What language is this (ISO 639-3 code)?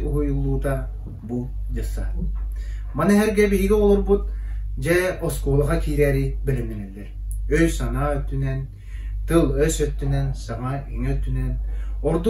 sah